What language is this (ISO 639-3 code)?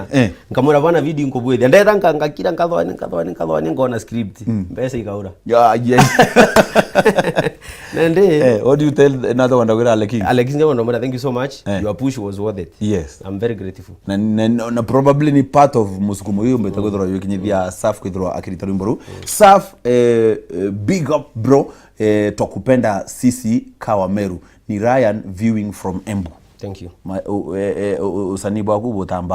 mer